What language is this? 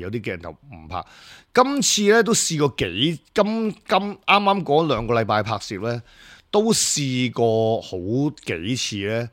Cantonese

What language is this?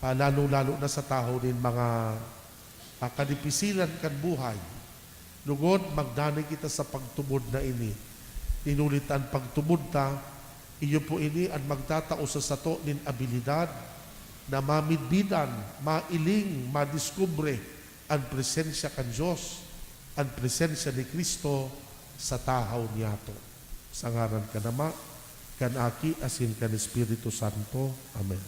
Bikol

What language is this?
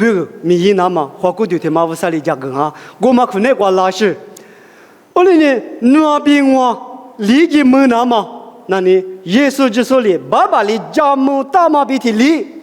Lisu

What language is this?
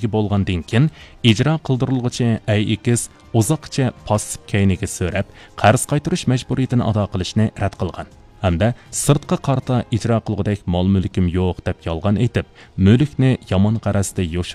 Uyghur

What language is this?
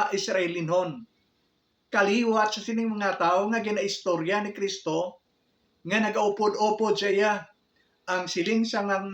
Hiligaynon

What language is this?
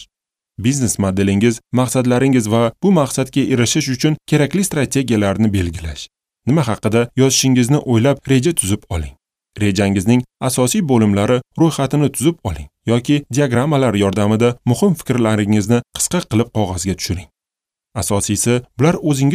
Uzbek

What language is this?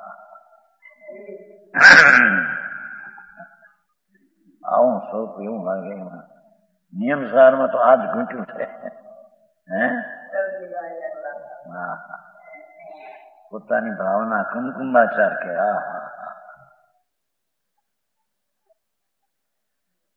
Gujarati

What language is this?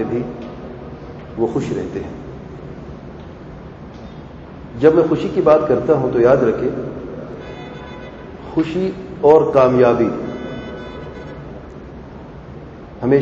Urdu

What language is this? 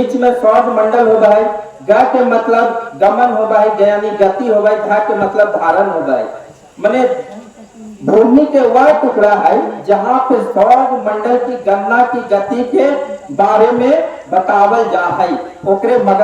Magahi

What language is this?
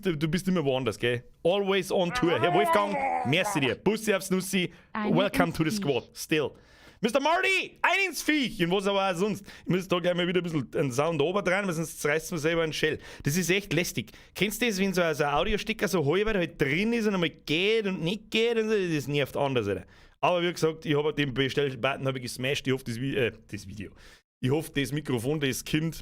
Bavarian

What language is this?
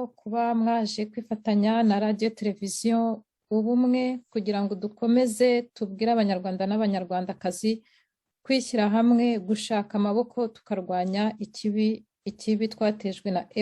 Kinyarwanda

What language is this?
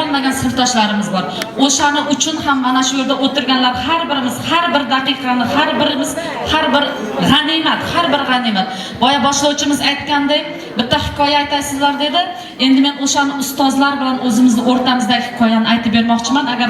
Uzbek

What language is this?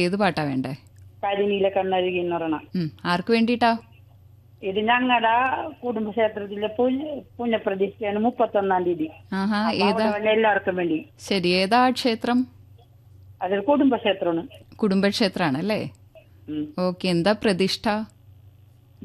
Malayalam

